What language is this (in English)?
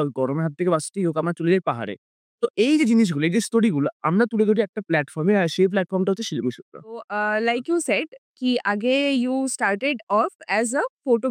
Bangla